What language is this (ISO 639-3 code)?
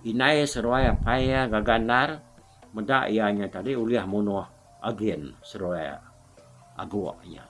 iba